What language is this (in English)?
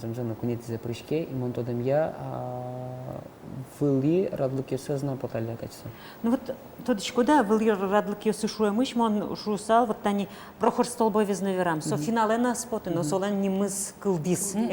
Udmurt